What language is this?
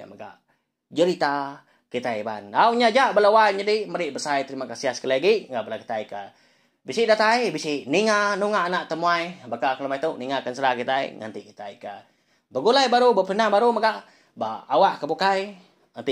Iban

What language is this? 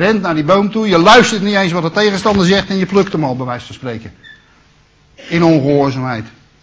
Dutch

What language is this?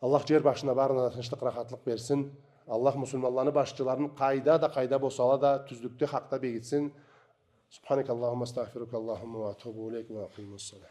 Karachay-Balkar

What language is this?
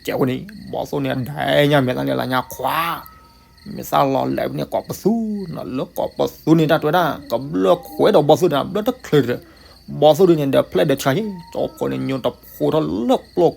S'gaw Karen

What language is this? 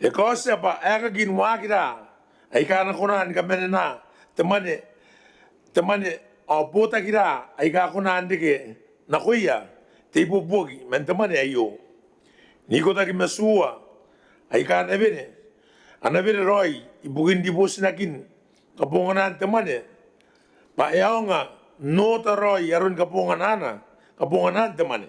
Gilbertese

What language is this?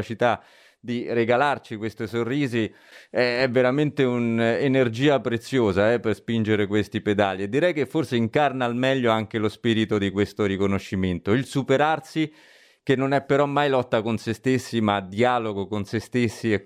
Italian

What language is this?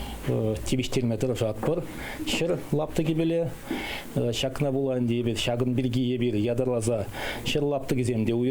Chuvash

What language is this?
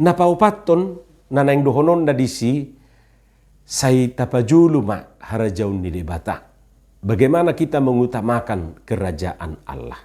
Batak Toba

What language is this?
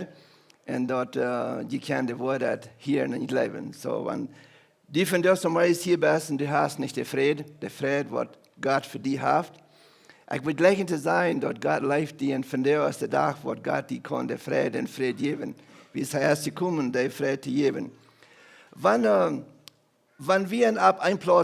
Plautdietsch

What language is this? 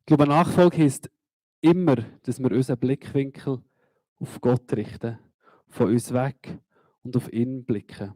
Swiss German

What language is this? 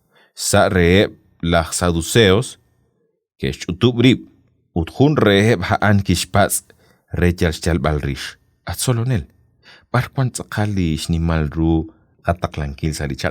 Kekchí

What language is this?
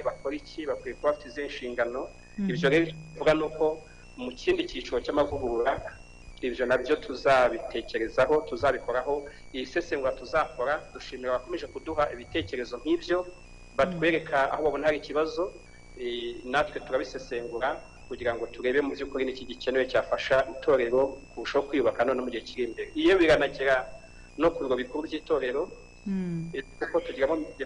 Kinyarwanda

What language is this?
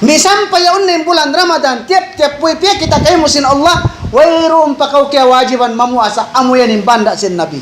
Tausug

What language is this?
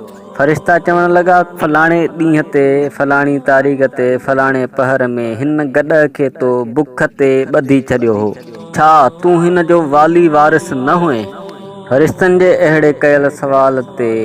Sindhi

